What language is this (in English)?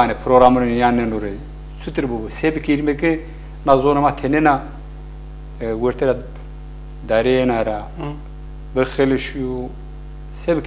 Zaza